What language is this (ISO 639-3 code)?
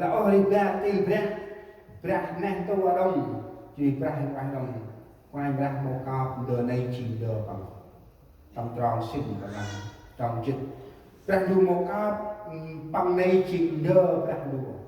cmo